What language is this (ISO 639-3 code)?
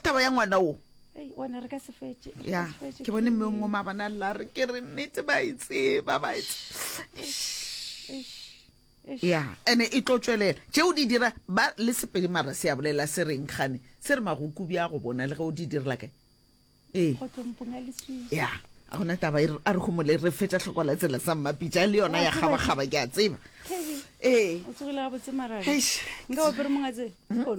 nso